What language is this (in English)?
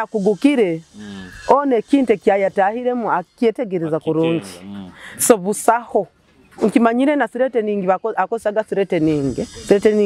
Nyoro